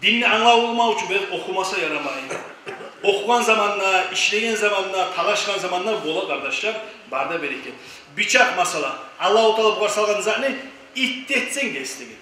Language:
Kumyk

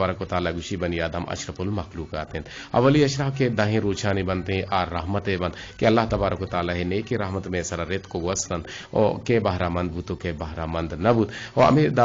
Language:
Eastern Balochi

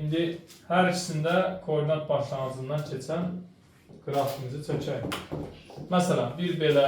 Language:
Azerbaijani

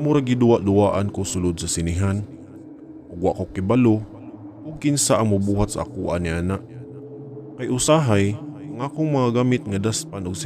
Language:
Cebuano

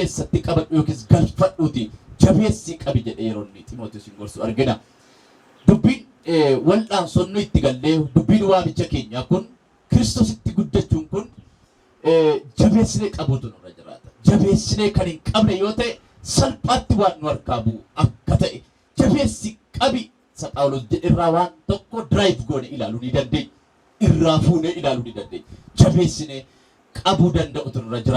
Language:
Oromo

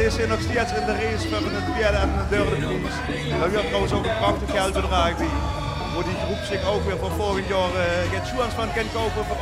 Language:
Limburgish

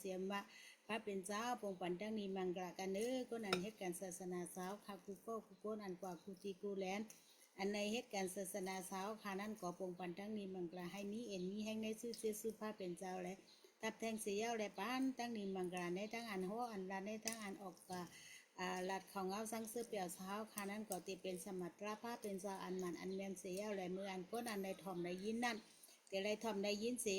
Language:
Shan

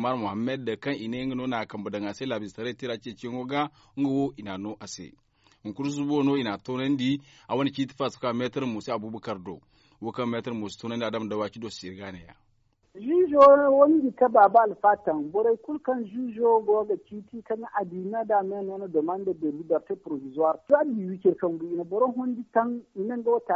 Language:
Zarma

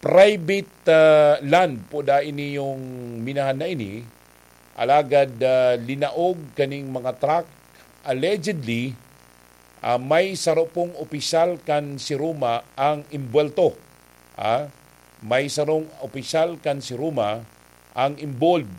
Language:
Bikol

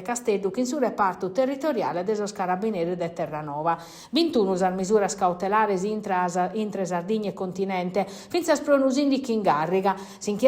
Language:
Sardinian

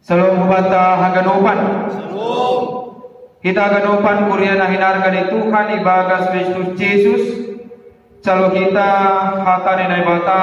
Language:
Batak Simalungun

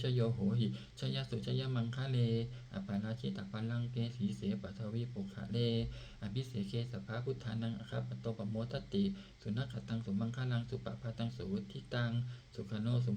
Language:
Pali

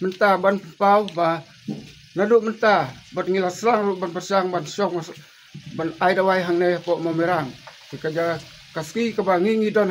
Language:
Khasi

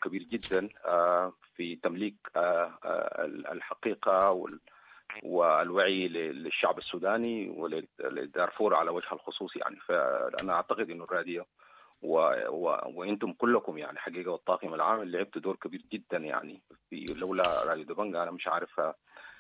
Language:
Sudanese Arabic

